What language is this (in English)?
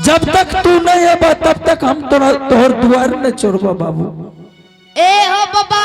Angika